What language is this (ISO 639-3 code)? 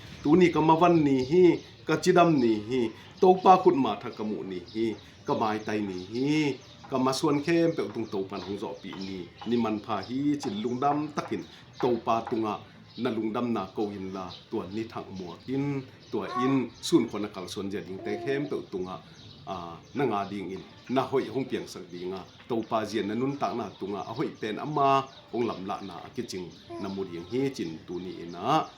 ctd